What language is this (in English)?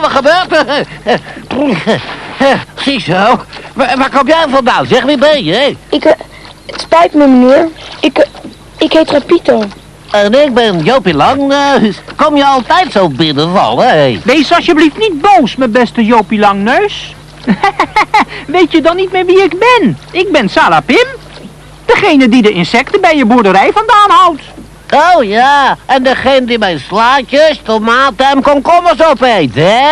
Dutch